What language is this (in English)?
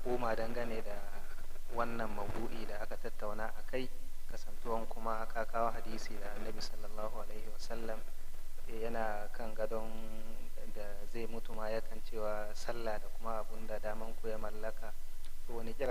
Hausa